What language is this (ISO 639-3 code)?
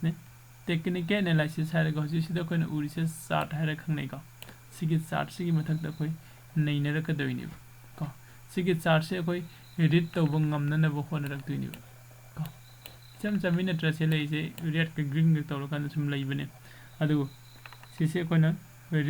mni